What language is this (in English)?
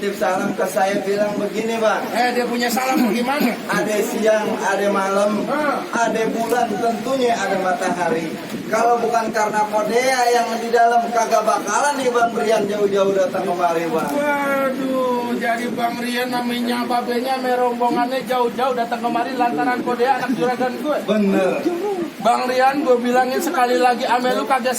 Betawi